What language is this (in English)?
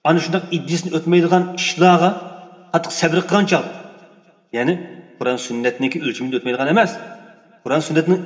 Uyghur